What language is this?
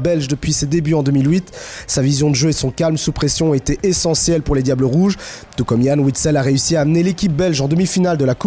French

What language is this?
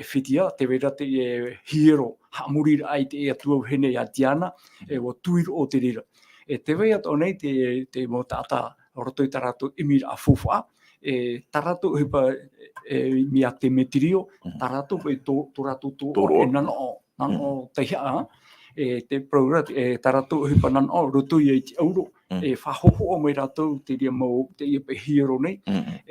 Tahitian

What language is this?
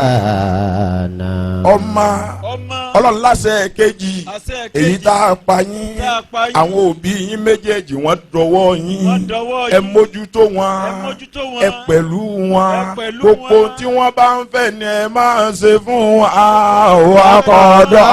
Yoruba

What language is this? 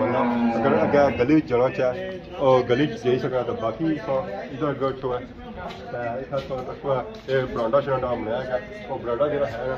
Pahari-Potwari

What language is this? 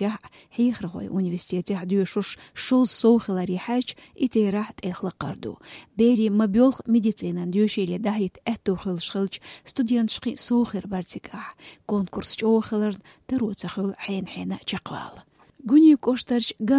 Chechen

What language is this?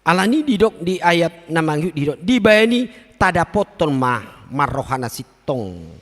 Batak Toba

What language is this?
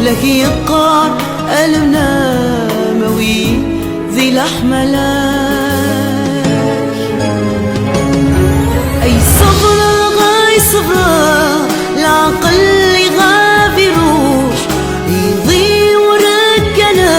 Kabyle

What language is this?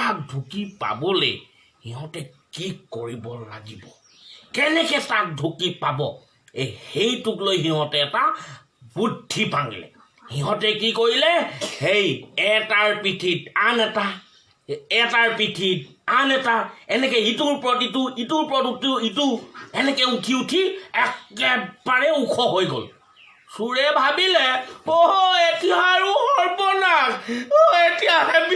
Assamese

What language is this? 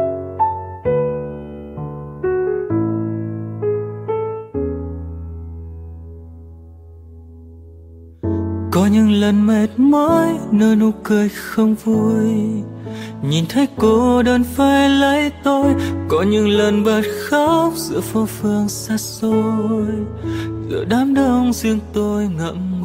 Vietnamese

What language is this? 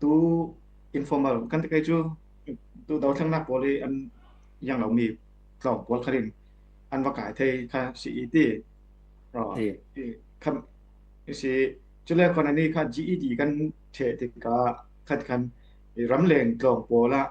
Falam Chin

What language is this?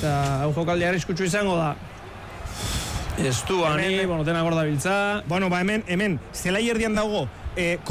Basque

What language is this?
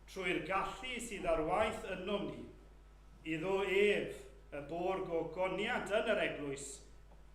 Welsh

